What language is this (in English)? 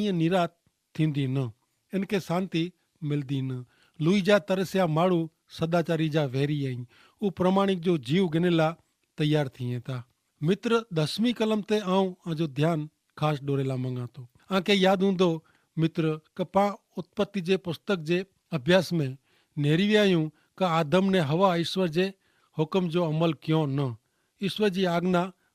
Kachhi